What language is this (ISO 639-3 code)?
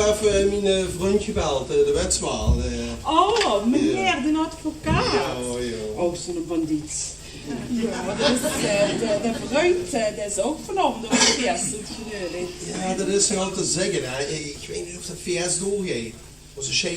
lim